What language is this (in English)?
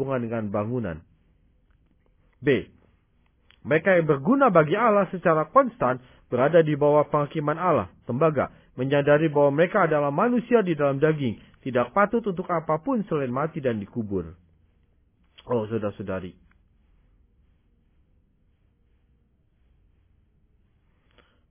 Indonesian